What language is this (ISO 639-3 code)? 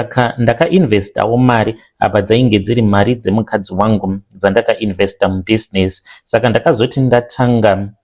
sna